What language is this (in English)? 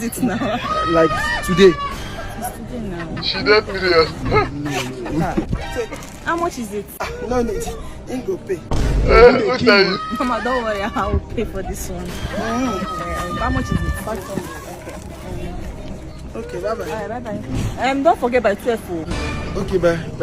Nigerian Pidgin